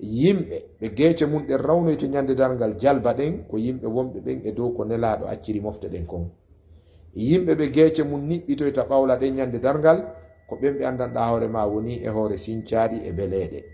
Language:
Fula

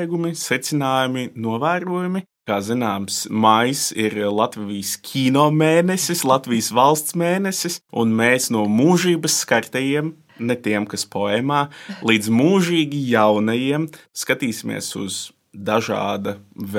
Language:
Latvian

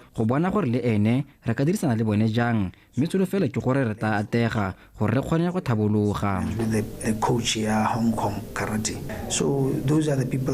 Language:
Tswana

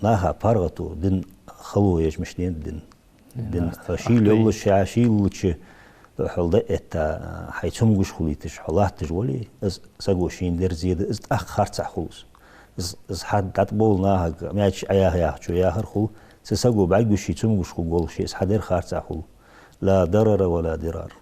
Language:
Ingush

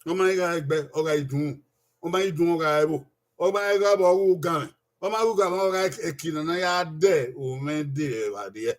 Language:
Bini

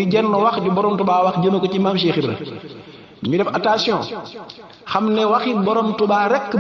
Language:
Wolof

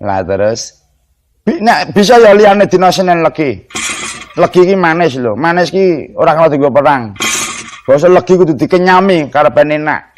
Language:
Javanese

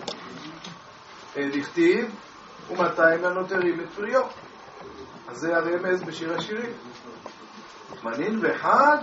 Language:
Hebrew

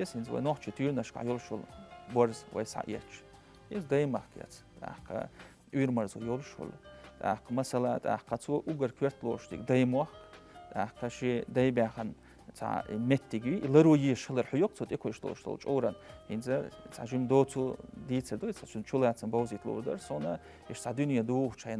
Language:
Chechen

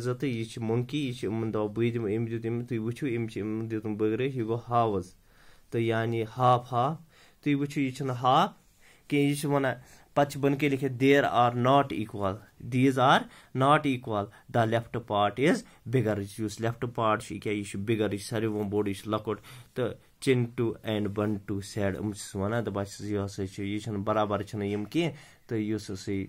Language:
Kashmiri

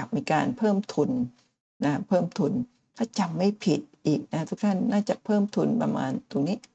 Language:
Thai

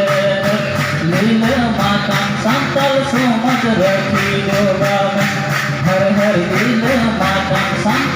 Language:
Santali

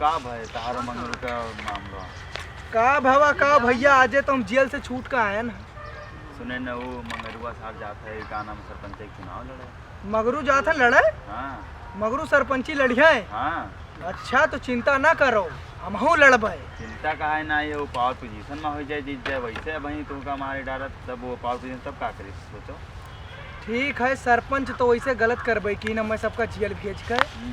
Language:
Awadhi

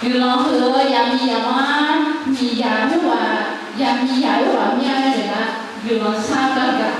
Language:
Akha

